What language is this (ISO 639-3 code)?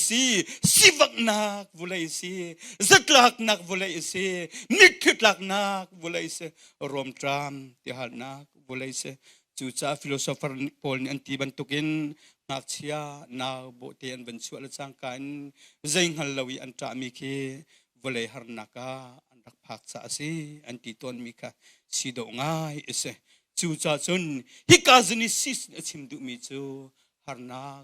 cnh